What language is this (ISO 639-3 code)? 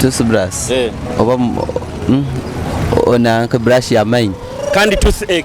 nyo